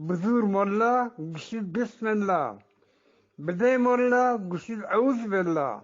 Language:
Eastern Balochi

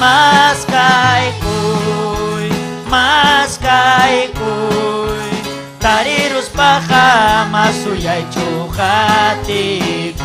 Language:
Ayacucho Quechua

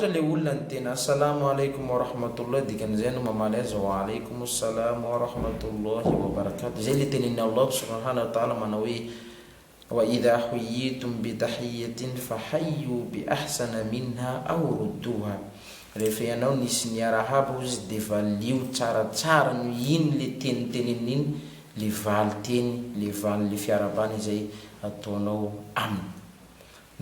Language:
Malagasy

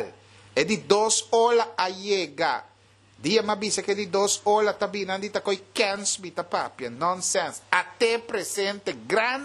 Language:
Papiamento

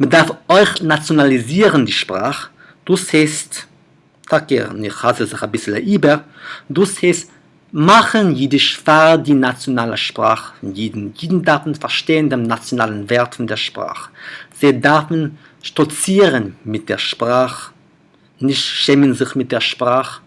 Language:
Yiddish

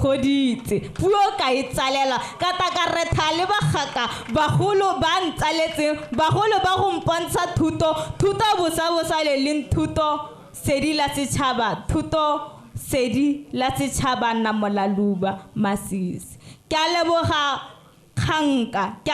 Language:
Tswana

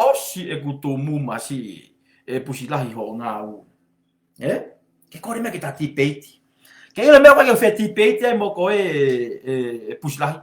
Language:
Tongan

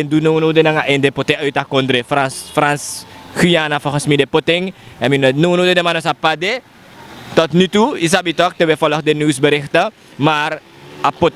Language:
Sranan Tongo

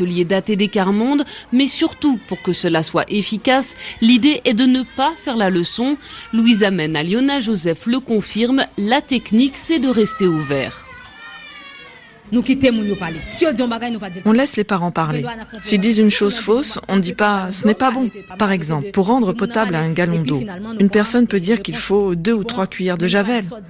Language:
French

